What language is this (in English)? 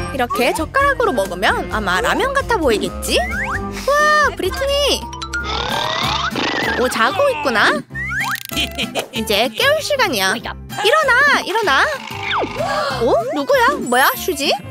Korean